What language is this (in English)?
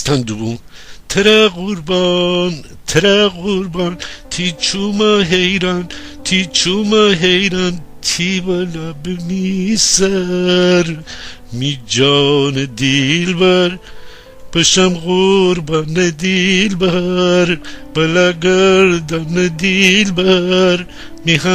Gilaki